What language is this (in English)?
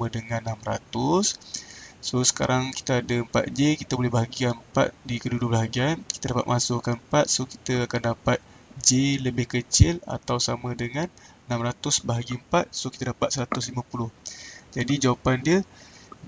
Malay